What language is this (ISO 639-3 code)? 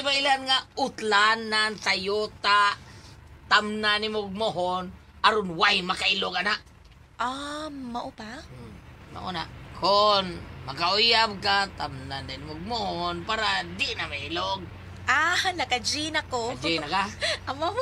ceb